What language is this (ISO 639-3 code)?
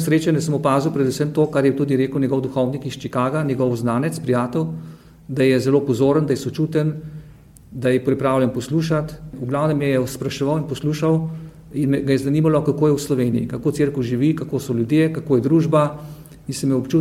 slv